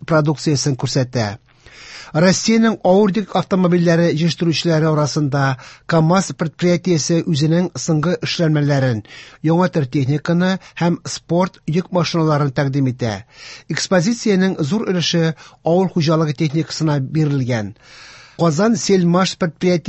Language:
Tatar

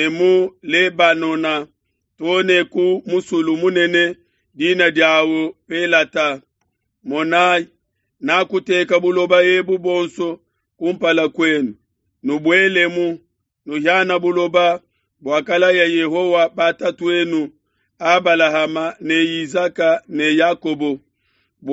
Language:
Luba-Lulua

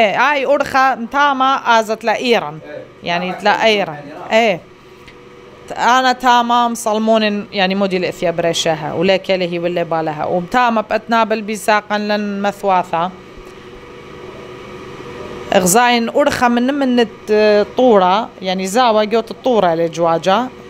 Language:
Assyrian Neo-Aramaic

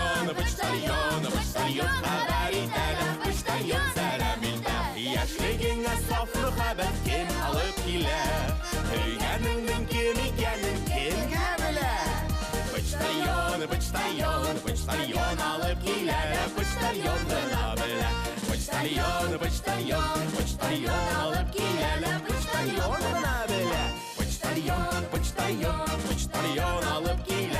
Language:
Bashkir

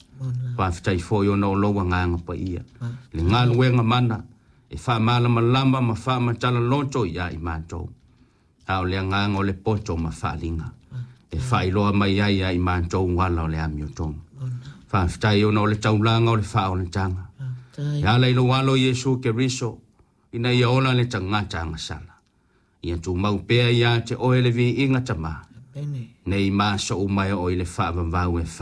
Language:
Samoan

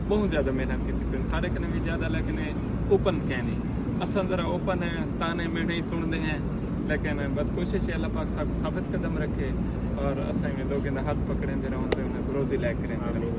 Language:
Saraiki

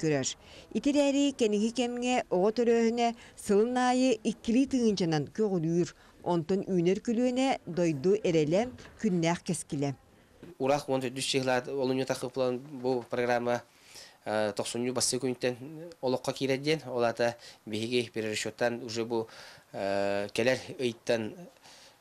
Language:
Yakut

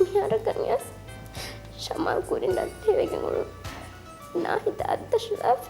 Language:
Divehi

